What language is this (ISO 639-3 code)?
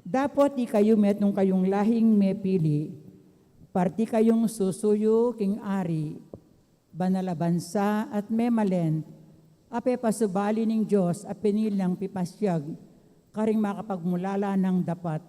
pam